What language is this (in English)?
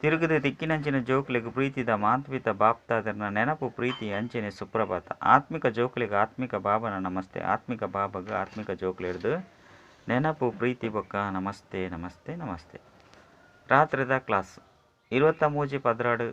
Tulu